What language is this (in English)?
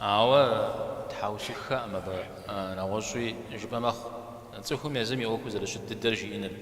Kabardian